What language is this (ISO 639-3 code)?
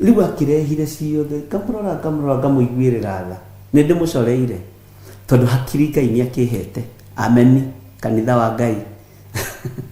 kik